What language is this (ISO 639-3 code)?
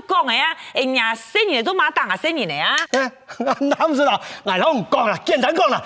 hak